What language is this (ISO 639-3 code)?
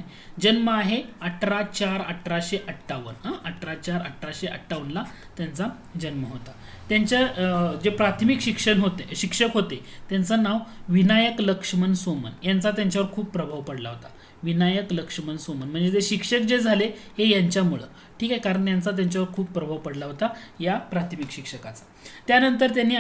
mar